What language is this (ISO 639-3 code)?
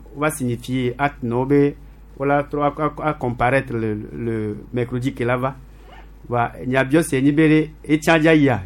gej